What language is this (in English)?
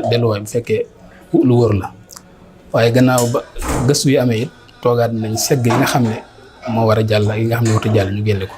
Wolof